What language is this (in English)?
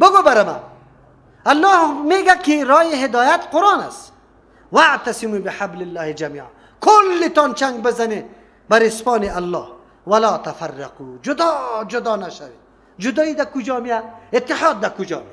Persian